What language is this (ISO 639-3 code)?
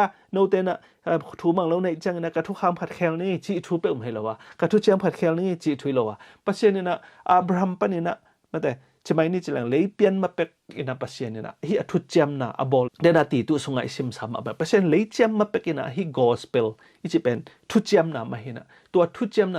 ctd